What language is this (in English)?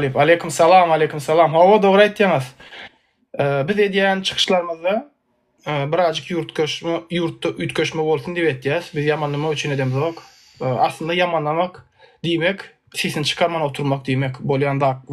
Turkmen